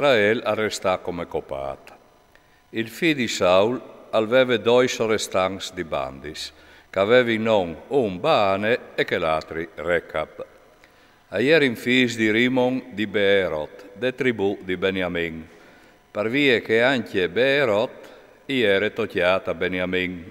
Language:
Friulian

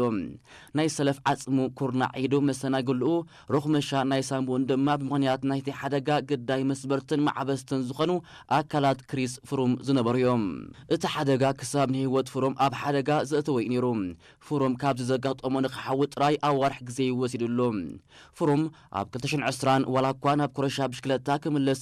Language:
Tigrinya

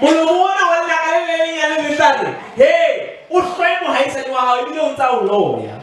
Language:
Southern Sotho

